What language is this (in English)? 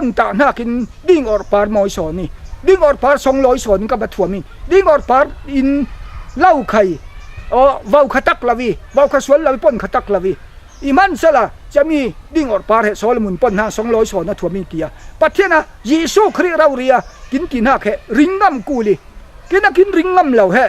Falam Chin